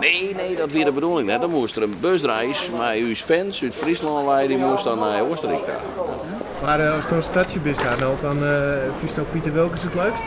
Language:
Western Frisian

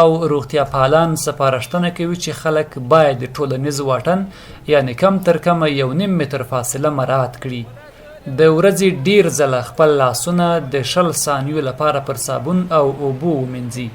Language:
Pashto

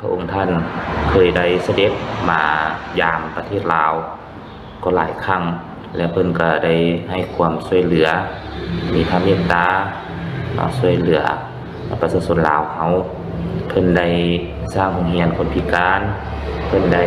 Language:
Lao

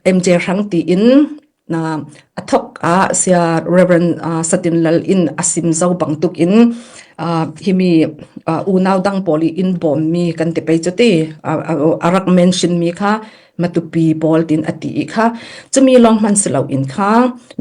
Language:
Falam Chin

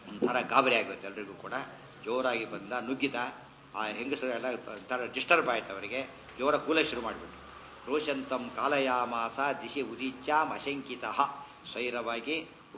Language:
Kannada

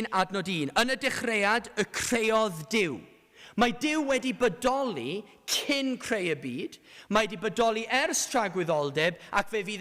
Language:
Welsh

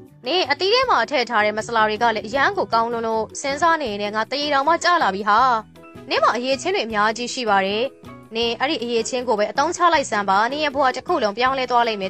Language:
Burmese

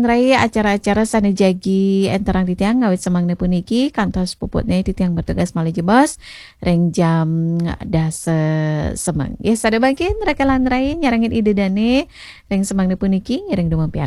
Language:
Balinese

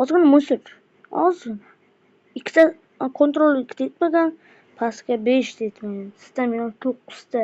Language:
Uzbek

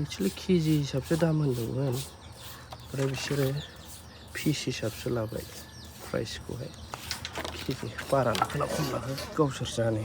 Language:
Bodo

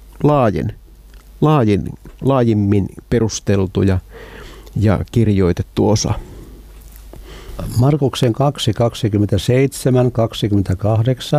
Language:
Finnish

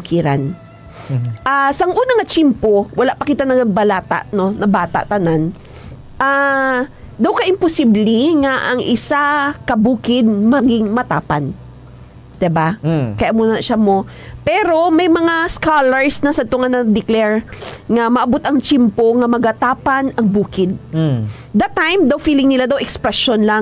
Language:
Hiligaynon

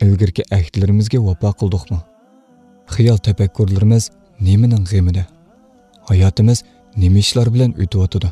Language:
Uyghur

